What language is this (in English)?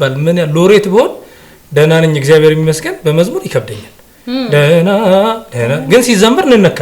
Amharic